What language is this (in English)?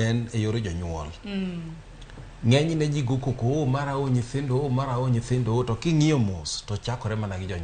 Luo (Kenya and Tanzania)